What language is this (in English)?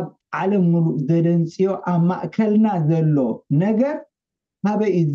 Tigrinya